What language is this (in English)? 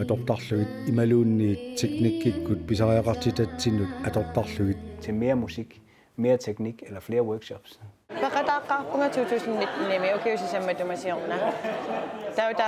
Kalaallisut